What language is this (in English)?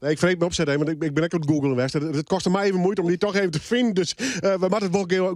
Western Frisian